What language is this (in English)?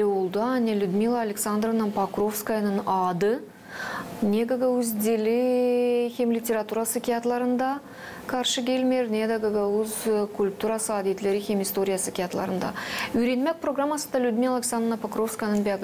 Gagauz